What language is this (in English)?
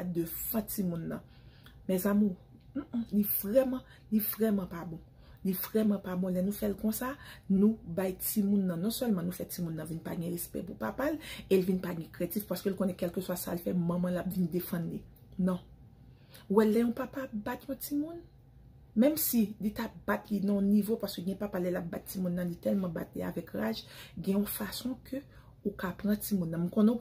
Haitian Creole